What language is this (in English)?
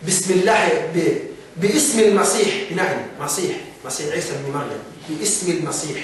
Yakan